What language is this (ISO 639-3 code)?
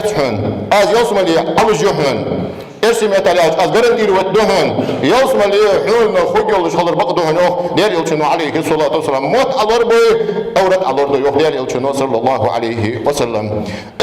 inh